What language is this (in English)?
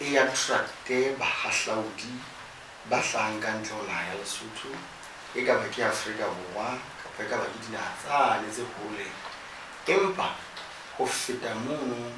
Southern Sotho